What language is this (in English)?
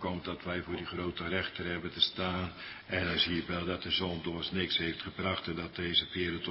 Dutch